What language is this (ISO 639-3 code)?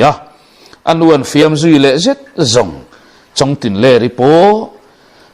lus